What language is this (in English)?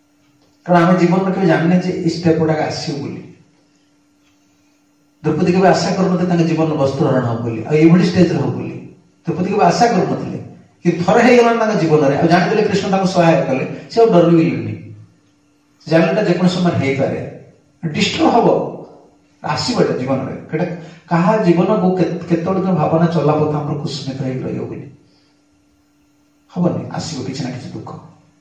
Odia